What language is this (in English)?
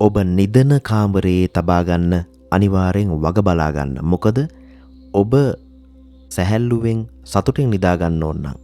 Sinhala